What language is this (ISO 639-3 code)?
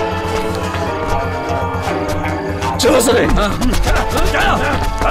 bho